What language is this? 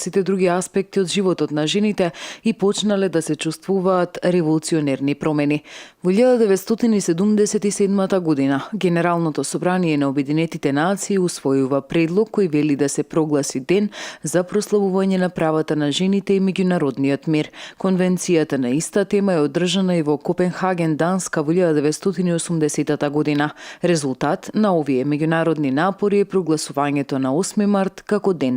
Macedonian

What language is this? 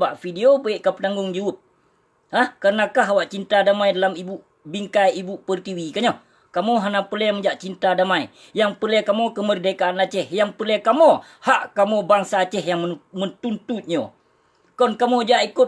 Achinese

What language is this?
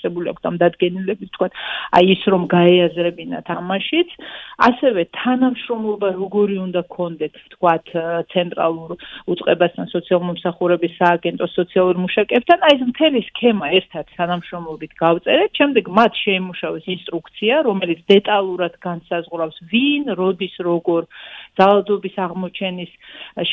Georgian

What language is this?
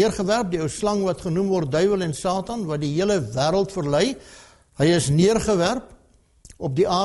Afrikaans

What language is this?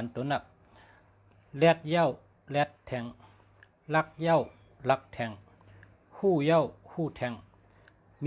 Shan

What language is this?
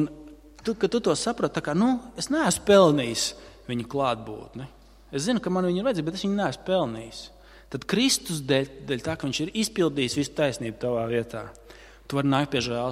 Latvian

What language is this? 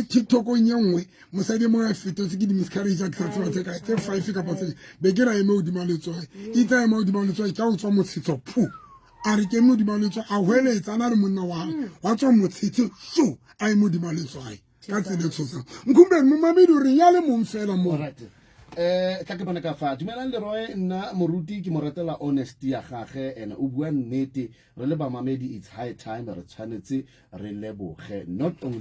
Southern Sotho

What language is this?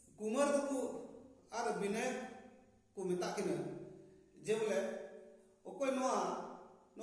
Santali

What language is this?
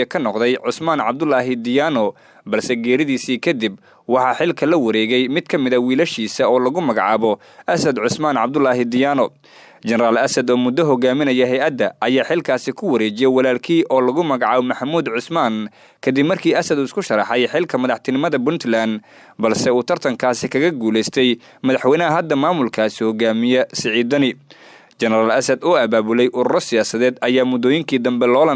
Somali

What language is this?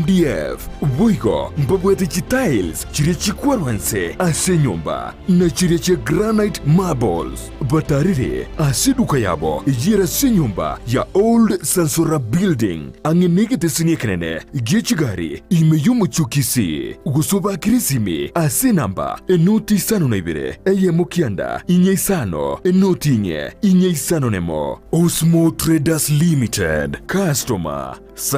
Gusii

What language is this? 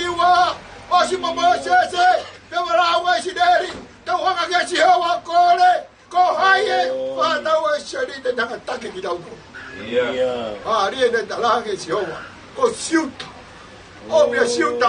Tongan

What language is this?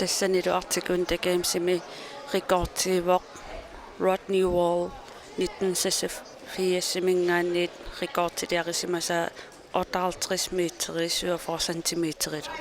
Kalaallisut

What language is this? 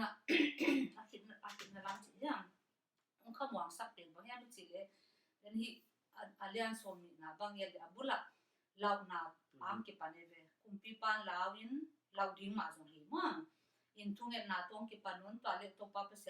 Tedim Chin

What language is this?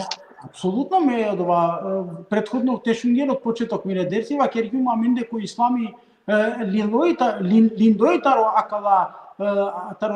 Balkan Romani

